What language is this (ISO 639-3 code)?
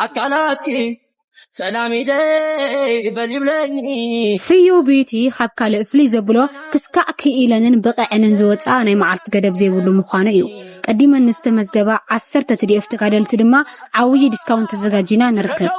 tir